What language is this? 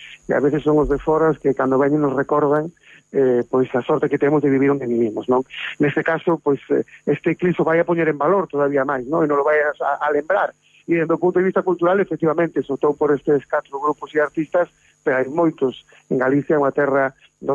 Galician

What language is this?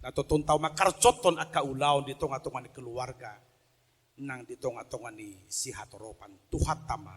Batak Toba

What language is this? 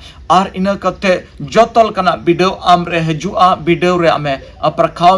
Santali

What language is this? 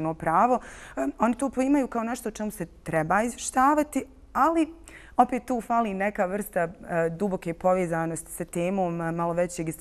Bosnian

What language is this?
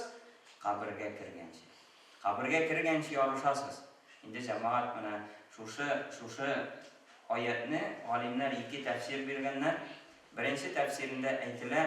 Tatar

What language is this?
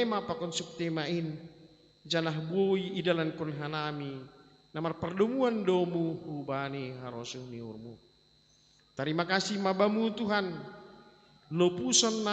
Batak Simalungun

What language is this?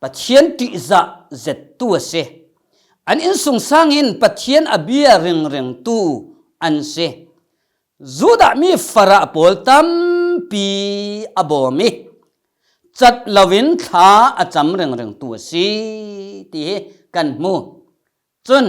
Falam Chin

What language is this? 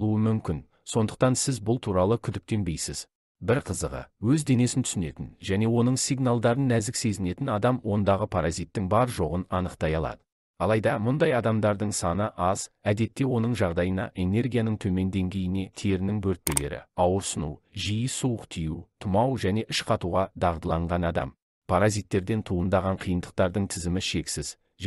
Kazakh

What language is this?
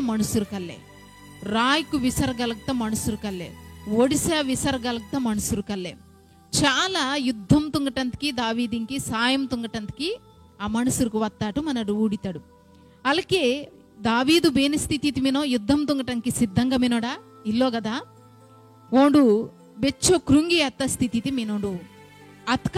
Koya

